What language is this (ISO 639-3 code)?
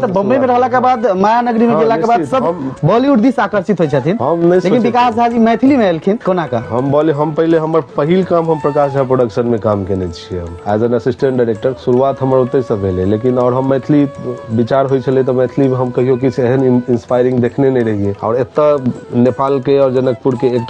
mai